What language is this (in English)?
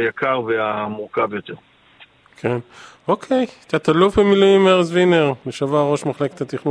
Hebrew